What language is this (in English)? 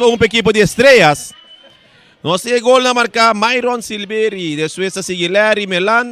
Papiamento